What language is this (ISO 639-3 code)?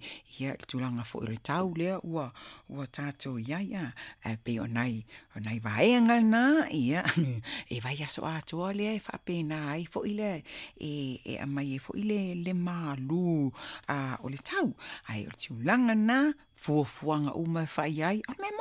smo